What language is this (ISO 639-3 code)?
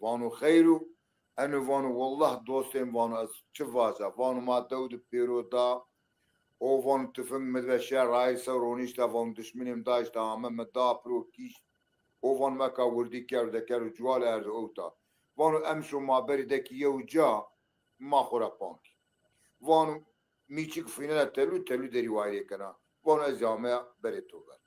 zza